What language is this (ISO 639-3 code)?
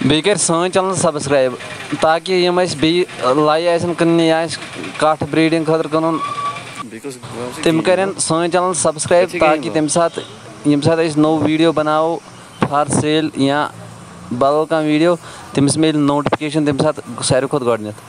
kas